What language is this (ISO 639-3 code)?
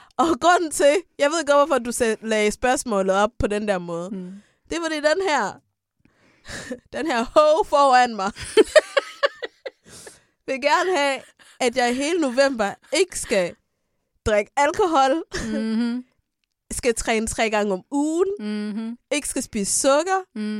dan